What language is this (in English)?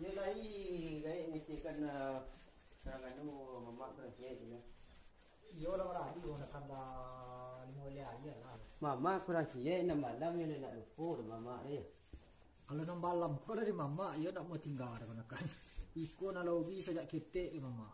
Minangkabau